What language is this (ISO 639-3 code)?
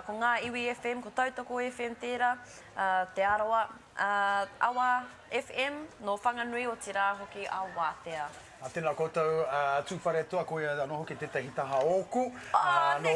mri